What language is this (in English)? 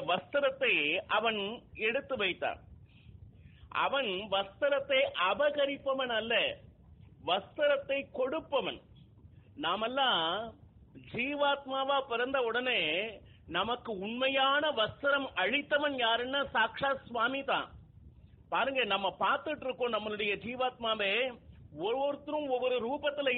Tamil